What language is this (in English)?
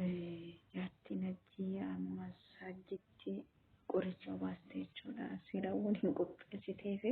Oromo